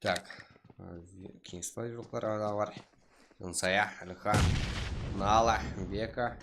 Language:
Kara-Kalpak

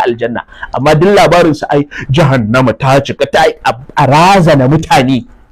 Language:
Hausa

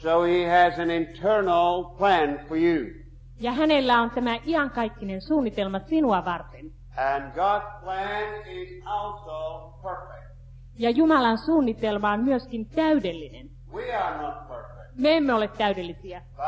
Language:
Finnish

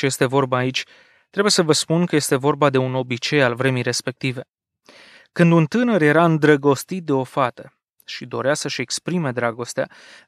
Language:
Romanian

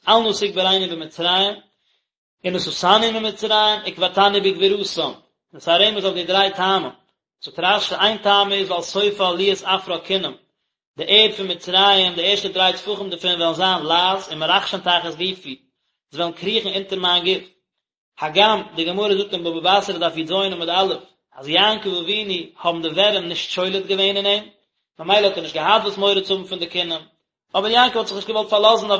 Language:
Yiddish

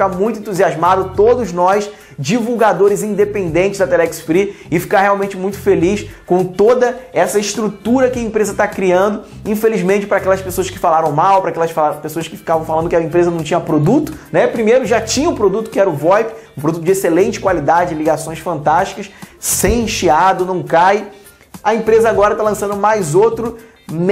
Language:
Portuguese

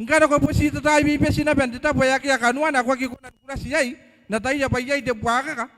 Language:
Gilbertese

